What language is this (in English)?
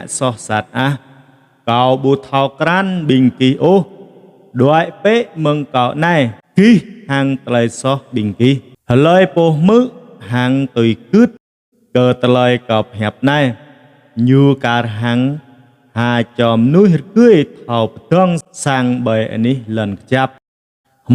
Jarai